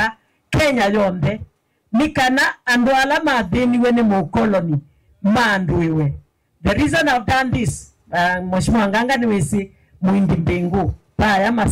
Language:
Kamba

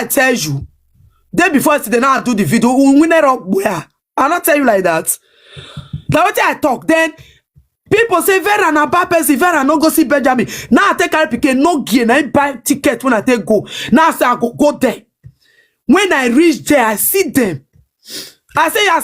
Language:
Nigerian Pidgin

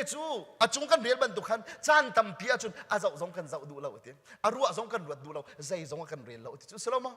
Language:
Hakha Chin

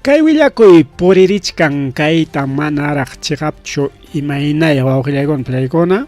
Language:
Ayacucho Quechua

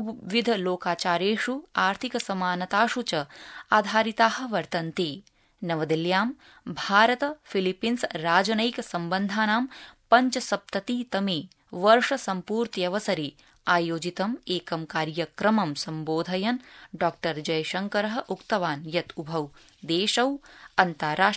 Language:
Sanskrit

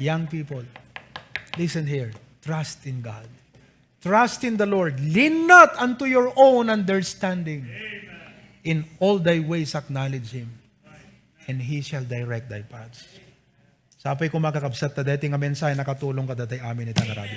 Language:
Iloko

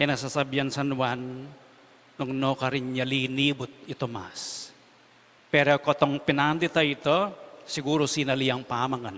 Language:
Pampanga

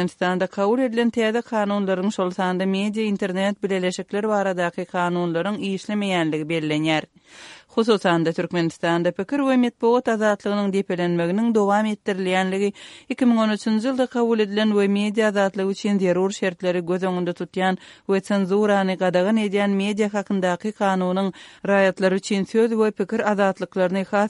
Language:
Turkmen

